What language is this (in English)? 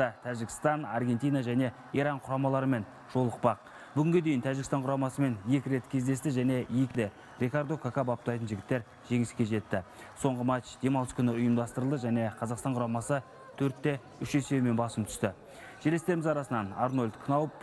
Kazakh